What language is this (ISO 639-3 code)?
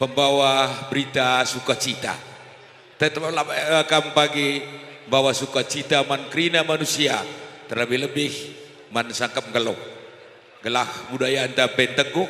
btx